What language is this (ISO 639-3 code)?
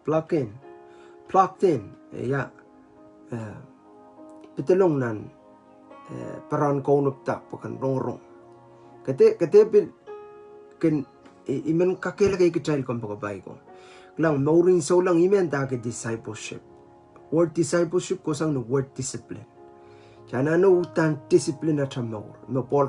pon